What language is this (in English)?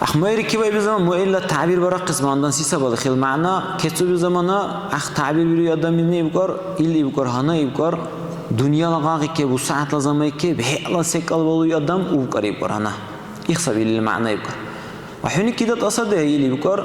Dargwa